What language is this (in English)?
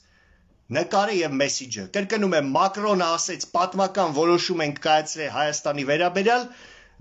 Armenian